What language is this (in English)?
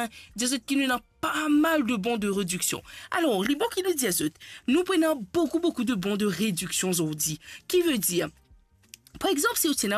Morisyen